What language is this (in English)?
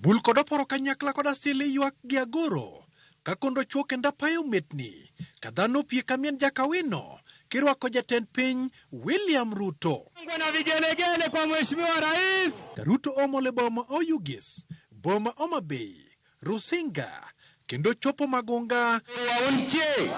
Luo (Kenya and Tanzania)